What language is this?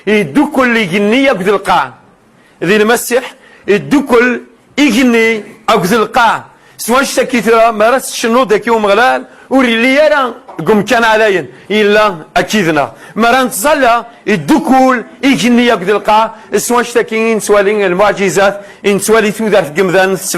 Kabyle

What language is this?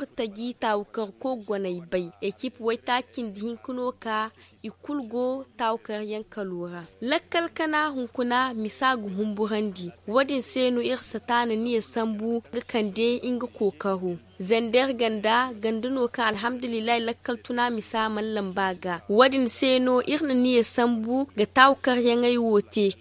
Zarma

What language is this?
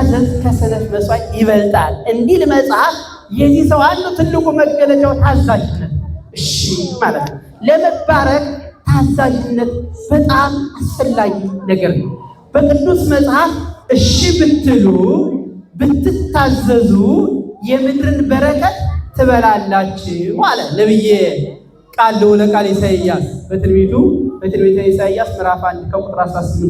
Amharic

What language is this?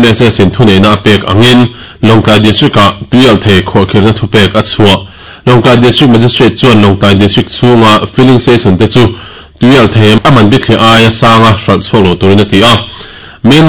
Mizo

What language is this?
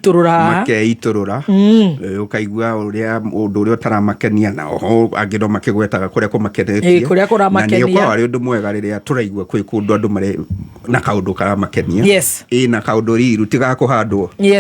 Kikuyu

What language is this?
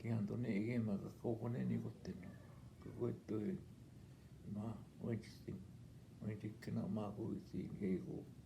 Northwestern Ojibwa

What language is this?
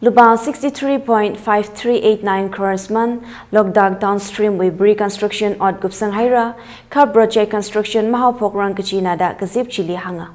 Tangkhul Naga (India)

